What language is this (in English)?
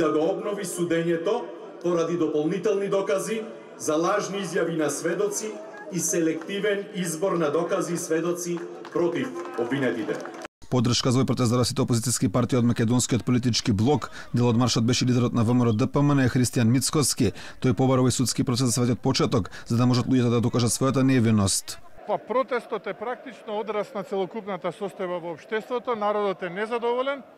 Macedonian